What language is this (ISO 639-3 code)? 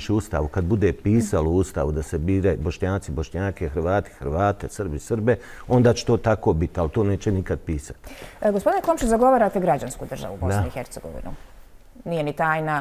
bos